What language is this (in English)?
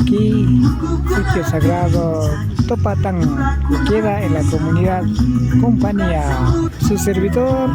Imbabura Highland Quichua